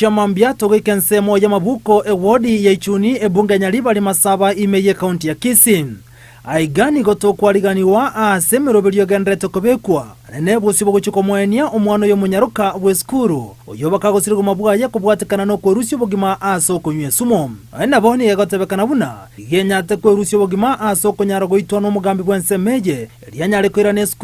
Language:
Gusii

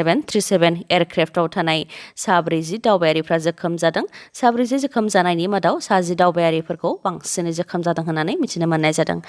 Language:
Bodo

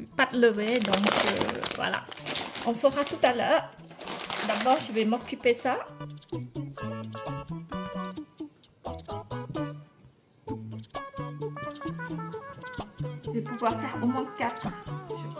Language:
French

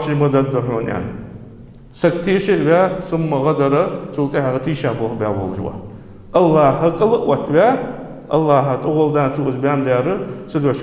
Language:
Ingush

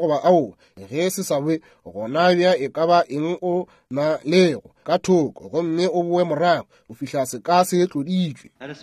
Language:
Northern Sotho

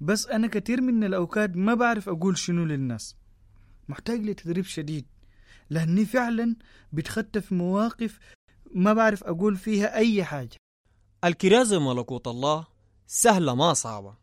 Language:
Sudanese Arabic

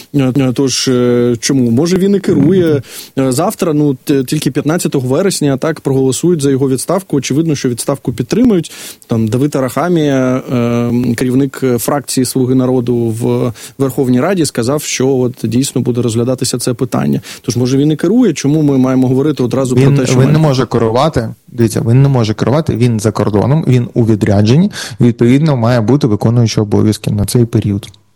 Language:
Ukrainian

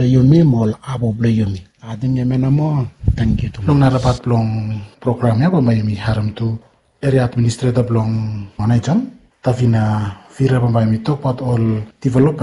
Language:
Bislama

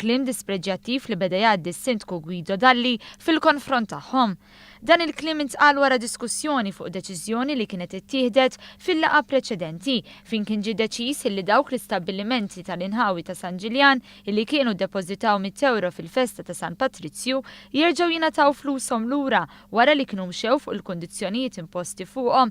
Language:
Maltese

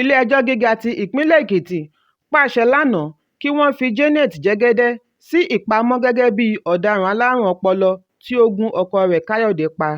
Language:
Yoruba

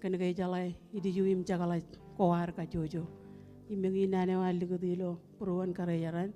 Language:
Marshallese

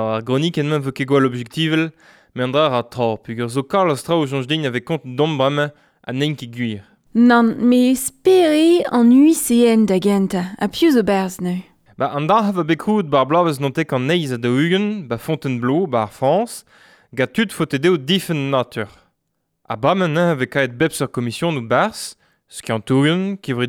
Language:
Breton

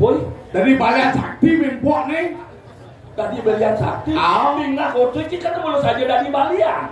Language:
Balinese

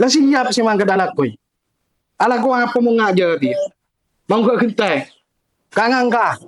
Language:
Madurese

